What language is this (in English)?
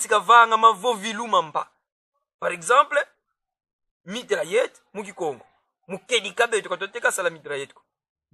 Kongo